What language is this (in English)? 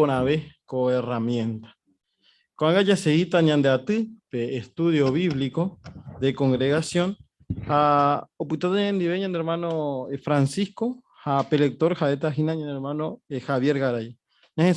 Guarani